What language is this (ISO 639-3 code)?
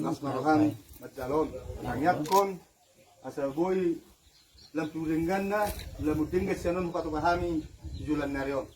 bbc